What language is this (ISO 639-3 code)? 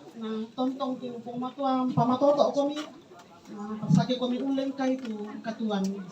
sda